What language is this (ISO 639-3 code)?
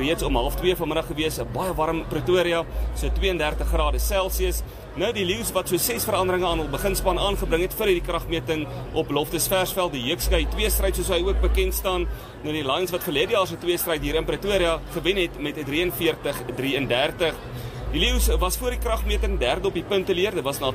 afr